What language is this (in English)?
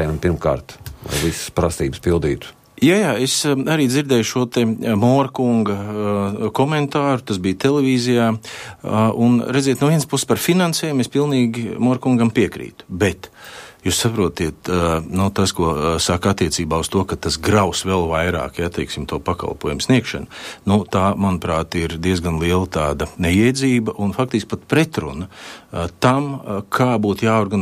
Latvian